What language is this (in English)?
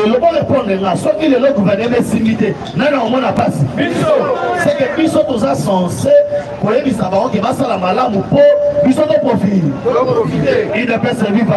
Lingala